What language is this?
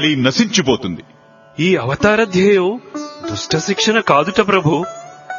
Telugu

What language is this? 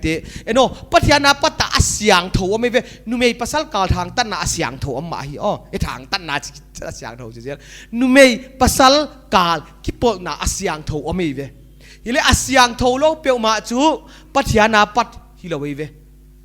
Paite Chin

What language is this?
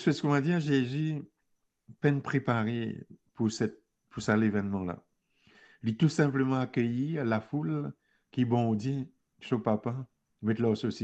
Morisyen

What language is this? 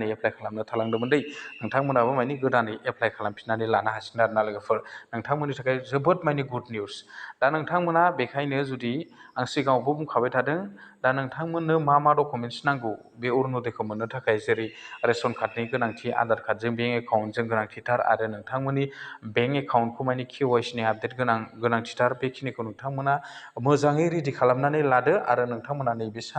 Bodo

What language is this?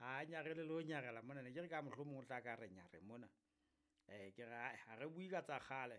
Southern Sotho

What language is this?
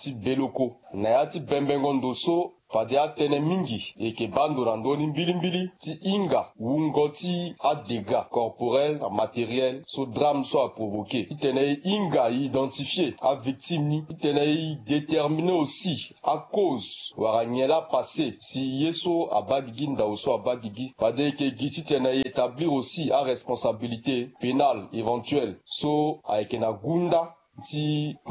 Sango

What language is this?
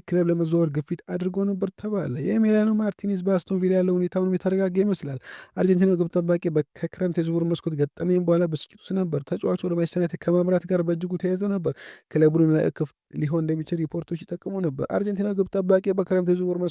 Amharic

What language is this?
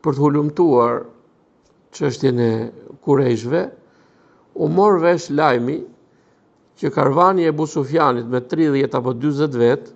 Albanian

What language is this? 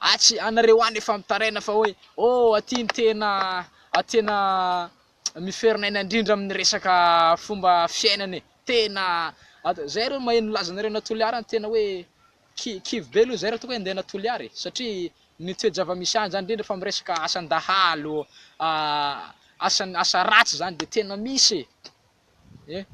Malagasy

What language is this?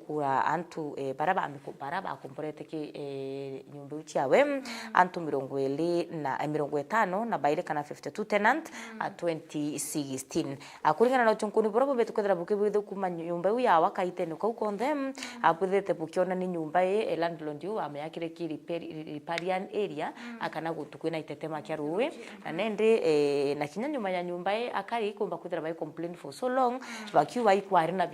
Meru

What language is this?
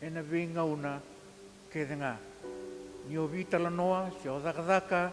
Fijian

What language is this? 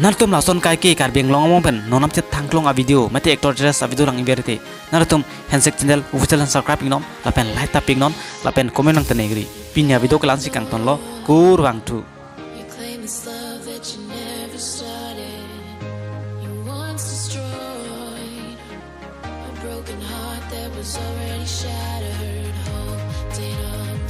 Karbi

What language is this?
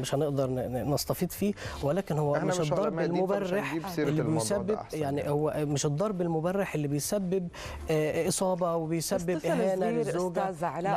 Egyptian Arabic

